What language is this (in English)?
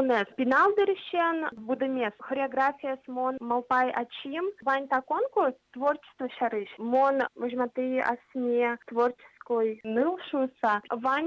Udmurt